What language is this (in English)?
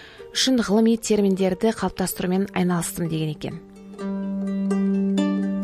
Kazakh